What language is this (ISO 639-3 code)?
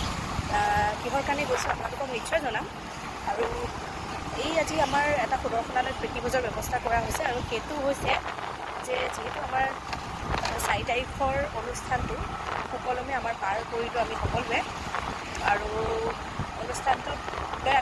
asm